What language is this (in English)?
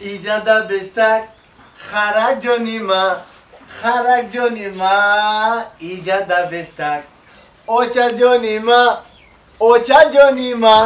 Tajik